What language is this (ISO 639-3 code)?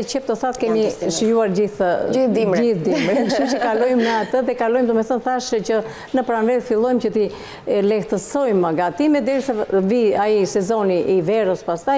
sqi